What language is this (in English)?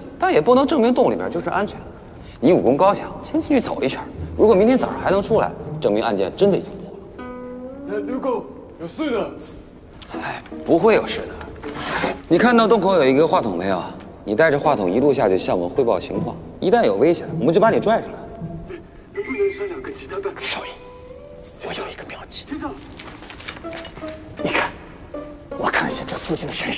Chinese